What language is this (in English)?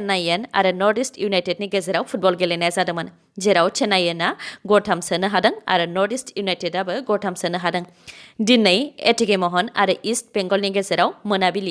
Bodo